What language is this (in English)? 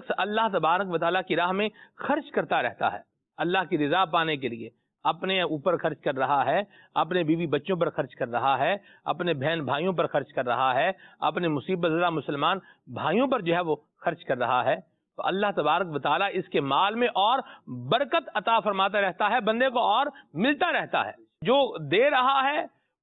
Urdu